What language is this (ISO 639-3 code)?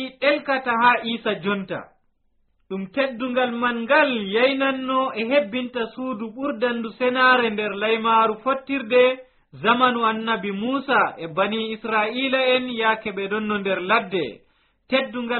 fuv